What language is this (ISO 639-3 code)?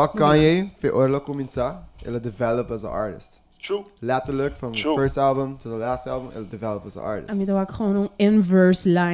pap